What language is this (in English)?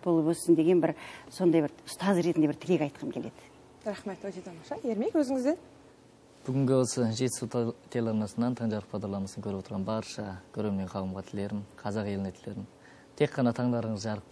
Kazakh